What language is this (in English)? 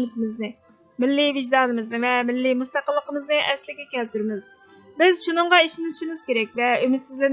Uyghur